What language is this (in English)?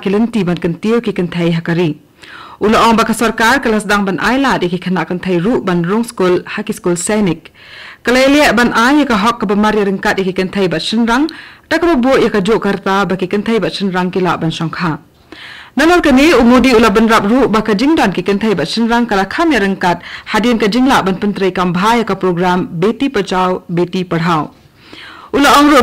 Khasi